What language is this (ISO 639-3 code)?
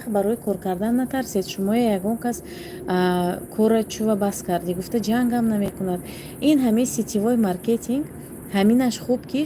tgk